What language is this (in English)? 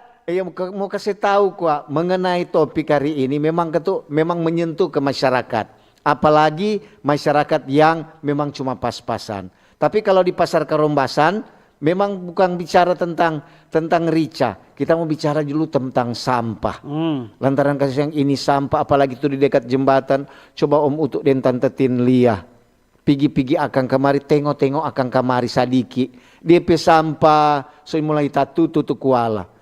Manado Malay